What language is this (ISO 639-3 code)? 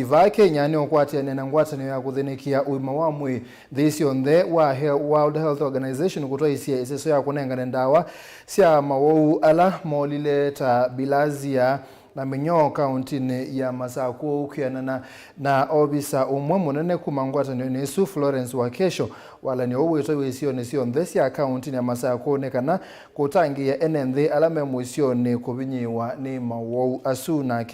kam